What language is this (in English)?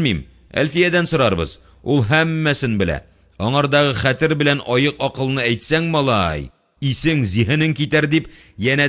Tatar